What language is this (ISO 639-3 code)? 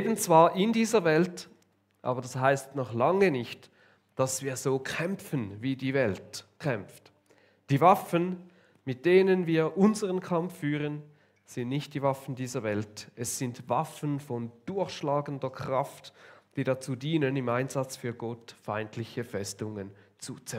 gsw